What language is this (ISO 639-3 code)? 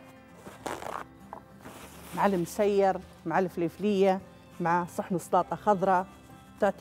ara